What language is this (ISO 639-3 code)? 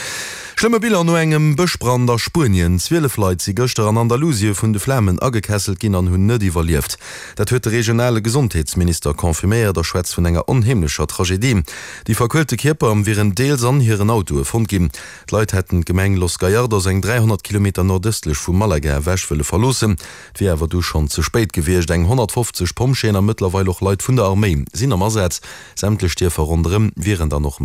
ltz